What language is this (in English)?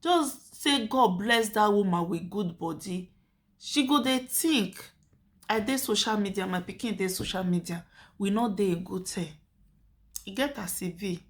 Nigerian Pidgin